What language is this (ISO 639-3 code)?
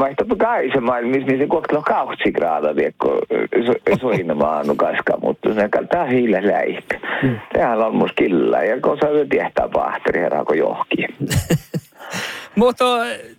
sme